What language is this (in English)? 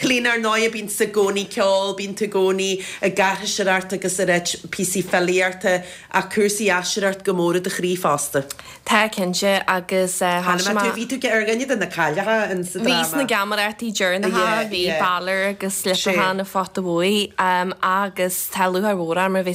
Irish